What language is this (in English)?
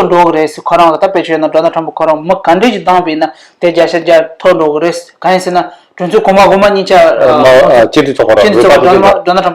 Tibetan